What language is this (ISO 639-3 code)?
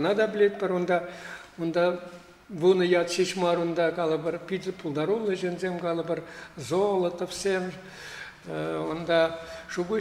chv